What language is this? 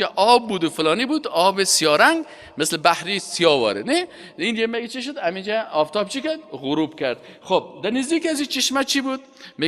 Persian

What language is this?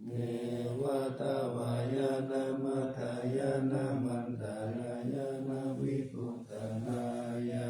Pali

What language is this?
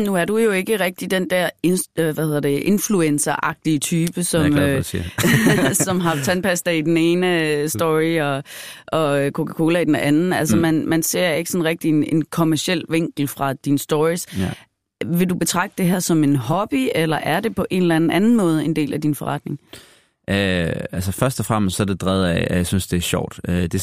Danish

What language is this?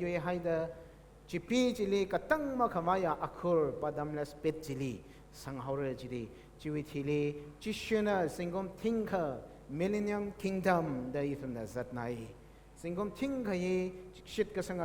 Tangkhul Naga (India)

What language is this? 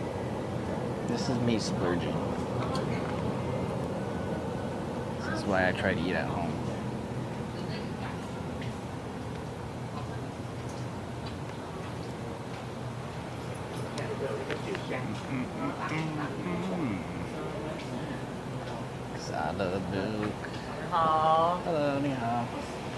English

